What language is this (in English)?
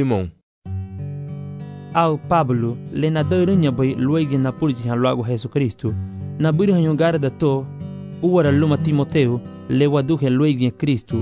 Garifuna